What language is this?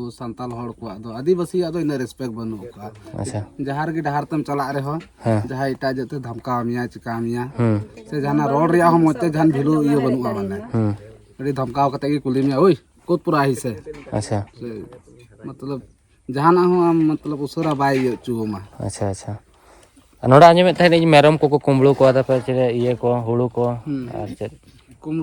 Santali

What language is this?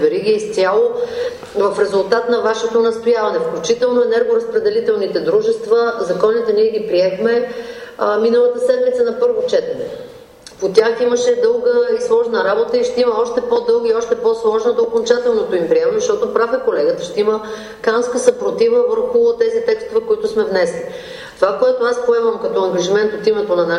Bulgarian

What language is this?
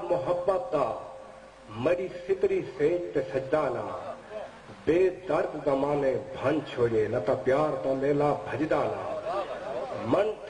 Saraiki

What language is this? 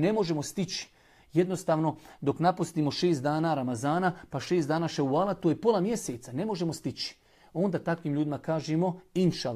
Bosnian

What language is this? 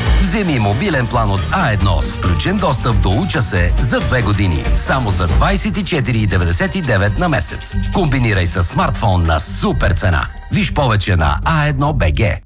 Bulgarian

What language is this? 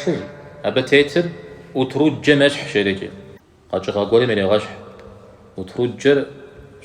Kabardian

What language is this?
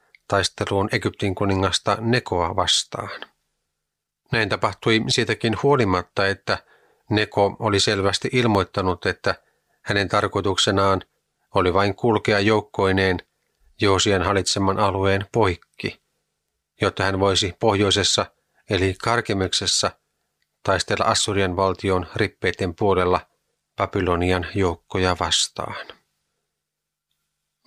Finnish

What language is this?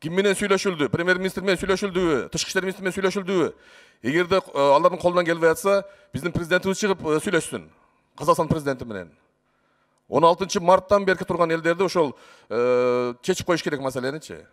Kyrgyz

